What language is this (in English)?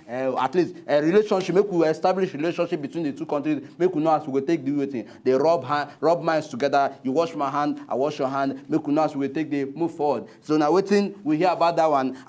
Nigerian Pidgin